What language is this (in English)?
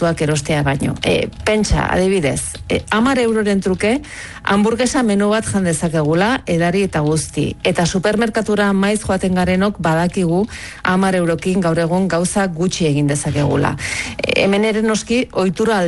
Basque